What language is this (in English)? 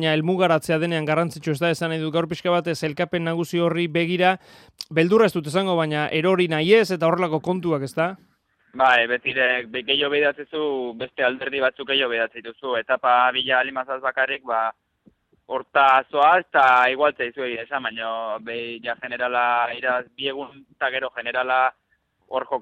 Basque